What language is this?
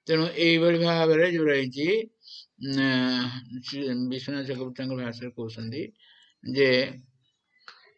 Odia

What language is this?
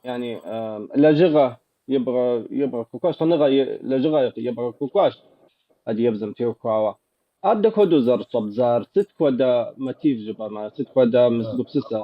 Kabardian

